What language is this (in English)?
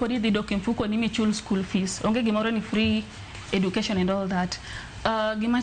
Luo (Kenya and Tanzania)